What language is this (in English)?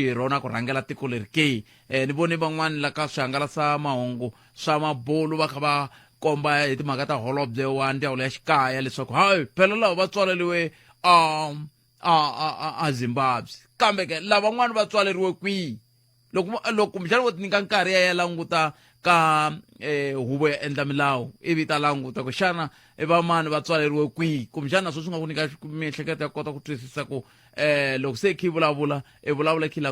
Tsonga